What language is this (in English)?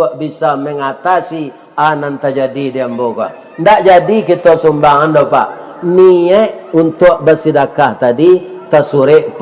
Minangkabau